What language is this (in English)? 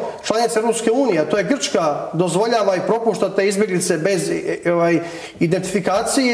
Serbian